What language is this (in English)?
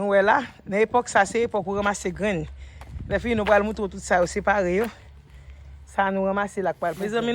Haitian Creole